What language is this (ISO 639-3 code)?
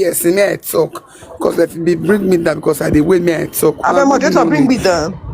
pcm